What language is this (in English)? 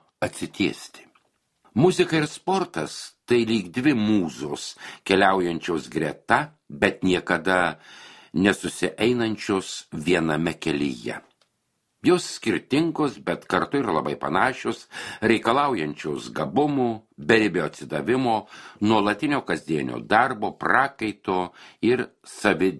Lithuanian